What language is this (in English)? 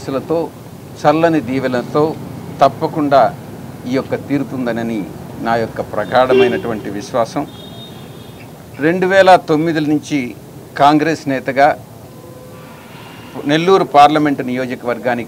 Telugu